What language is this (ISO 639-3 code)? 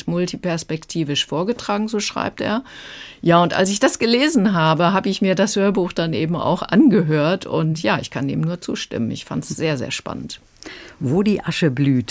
deu